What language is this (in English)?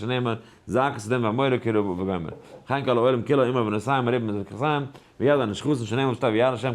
Yiddish